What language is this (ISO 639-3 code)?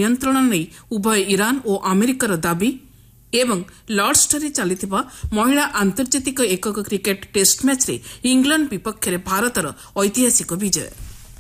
ori